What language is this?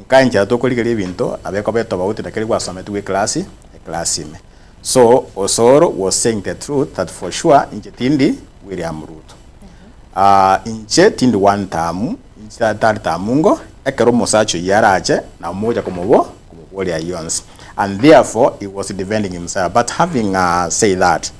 Gusii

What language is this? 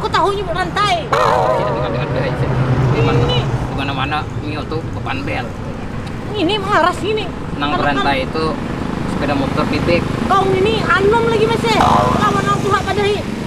Banjar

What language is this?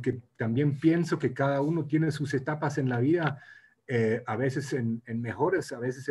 Spanish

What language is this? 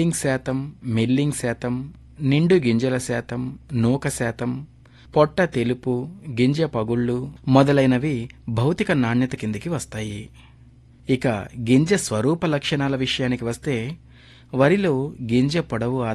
Telugu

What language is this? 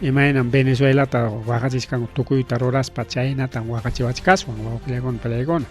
Ayacucho Quechua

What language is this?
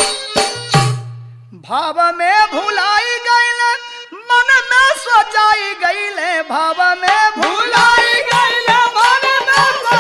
Bhojpuri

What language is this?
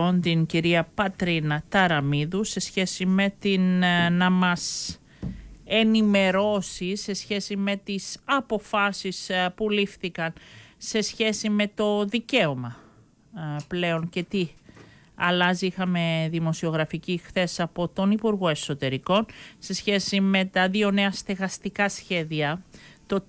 Greek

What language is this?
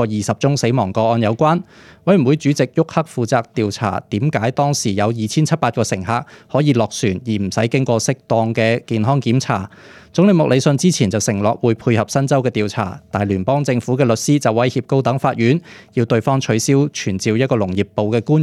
Cantonese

